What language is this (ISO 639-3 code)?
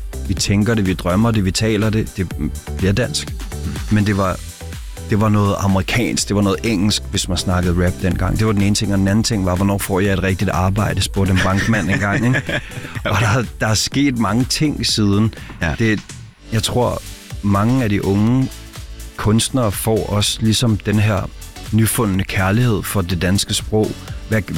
dan